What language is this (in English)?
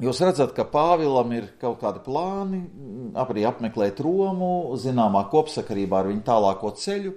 Latvian